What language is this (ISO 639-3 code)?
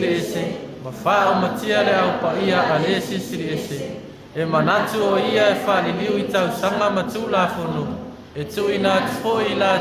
smo